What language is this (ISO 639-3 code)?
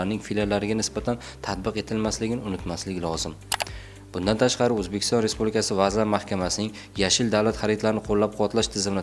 uzb